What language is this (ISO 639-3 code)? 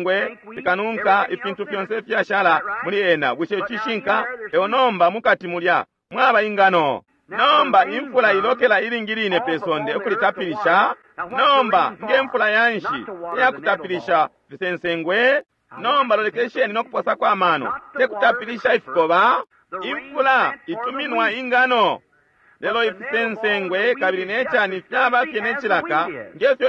bem